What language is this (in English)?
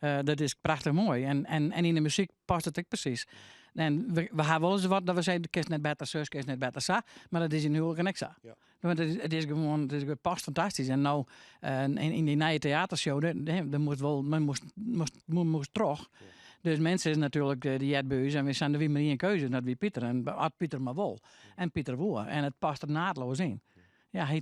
Western Frisian